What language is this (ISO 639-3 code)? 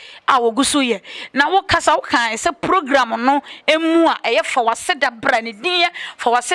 aka